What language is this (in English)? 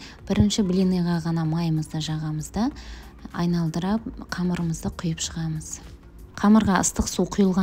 Kazakh